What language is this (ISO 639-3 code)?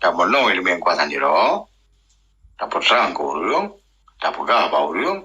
ace